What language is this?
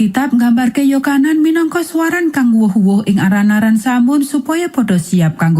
Javanese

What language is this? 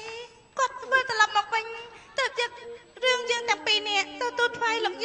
Khmer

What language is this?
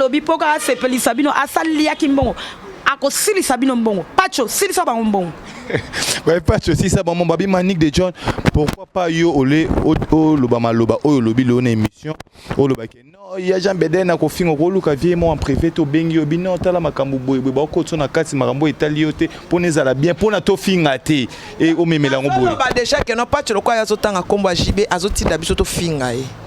Lingala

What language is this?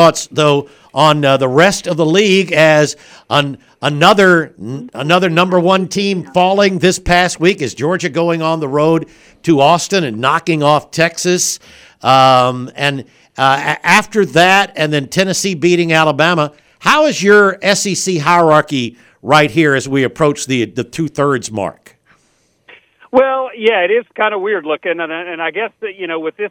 English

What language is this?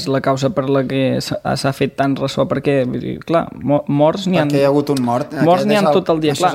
Catalan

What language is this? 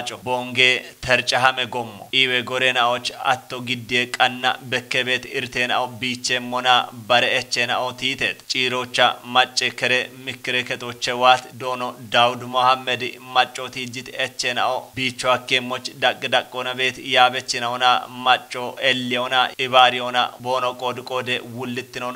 Kafa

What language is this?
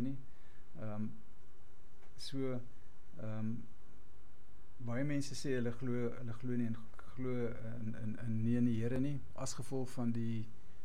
Afrikaans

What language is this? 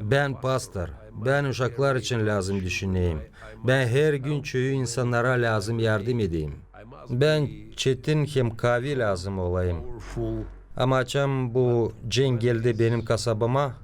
Gagauz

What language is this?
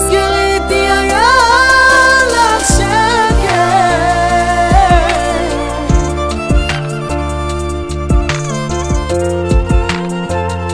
Hebrew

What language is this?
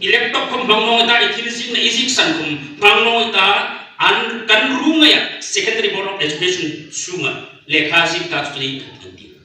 Hmar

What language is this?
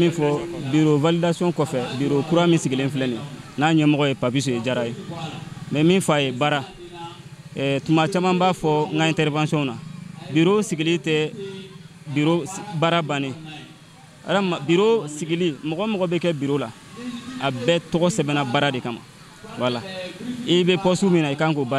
Bambara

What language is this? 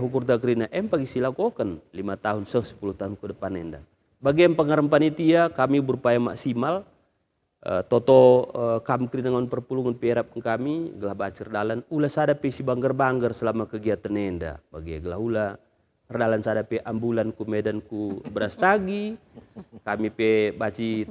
Batak Karo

